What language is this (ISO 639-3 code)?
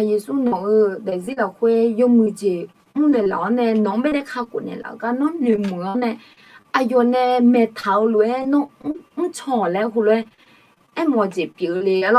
ahk